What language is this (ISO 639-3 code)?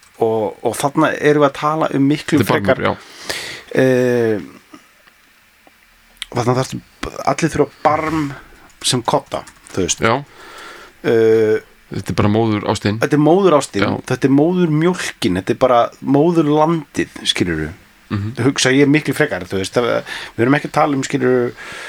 isl